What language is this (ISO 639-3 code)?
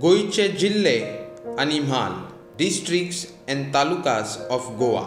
kok